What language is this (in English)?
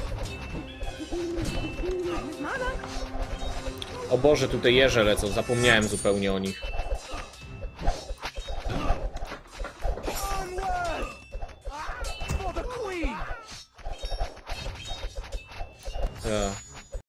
Polish